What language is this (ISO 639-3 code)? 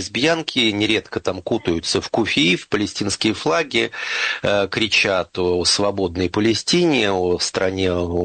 rus